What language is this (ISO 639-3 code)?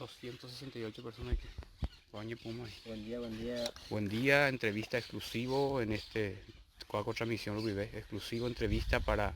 grn